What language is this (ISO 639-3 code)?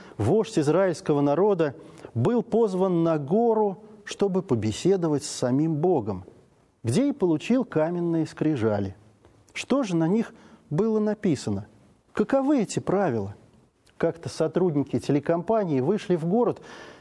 rus